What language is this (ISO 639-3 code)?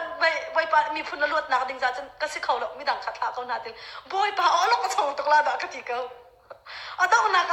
cnh